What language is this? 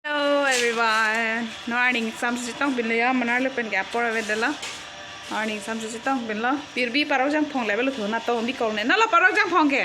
Karbi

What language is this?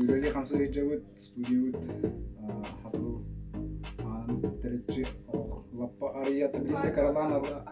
Yakut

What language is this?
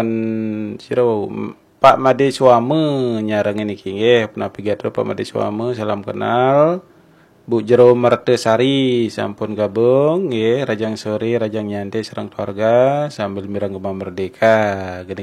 Balinese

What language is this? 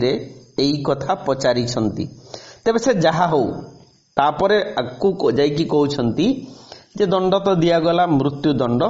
Odia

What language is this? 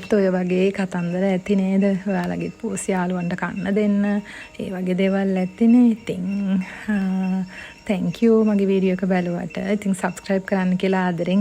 Sinhala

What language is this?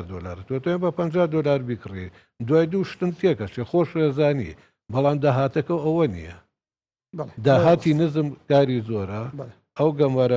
Central Kurdish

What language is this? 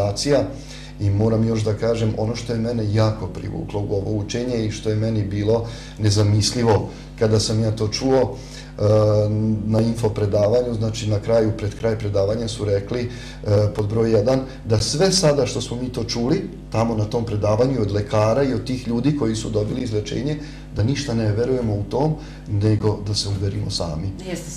Serbian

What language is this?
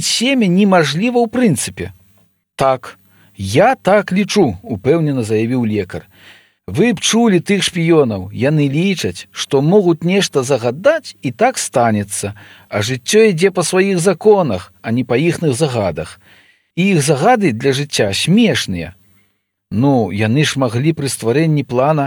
Belarusian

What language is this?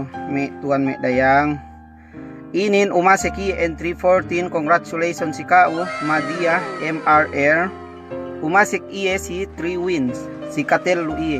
Yakan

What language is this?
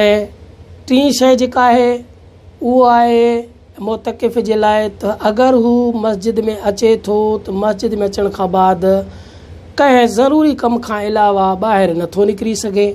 Sindhi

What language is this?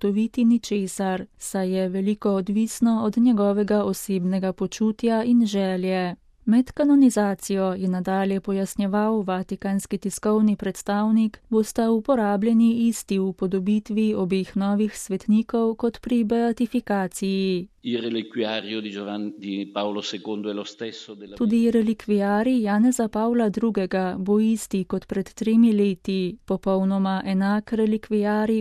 Slovenian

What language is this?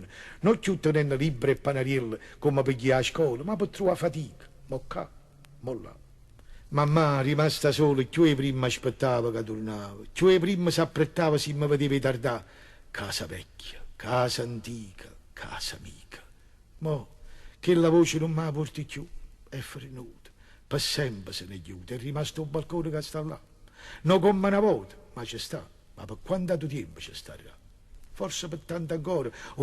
Neapolitan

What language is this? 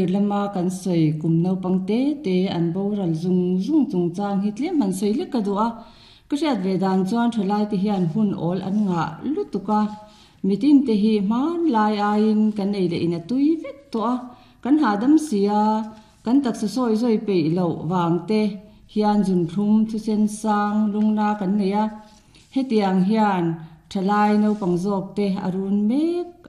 Mizo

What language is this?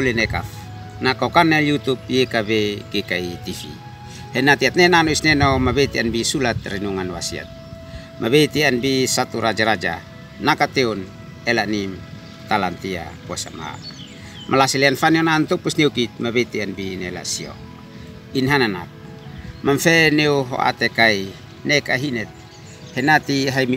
Uab Meto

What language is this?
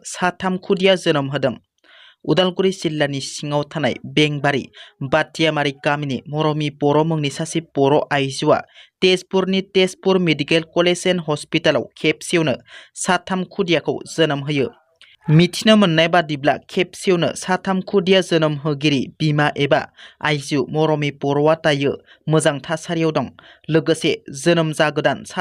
Bodo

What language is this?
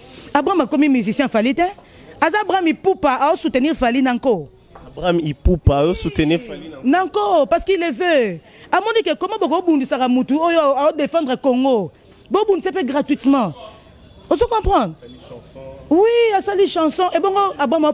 Lingala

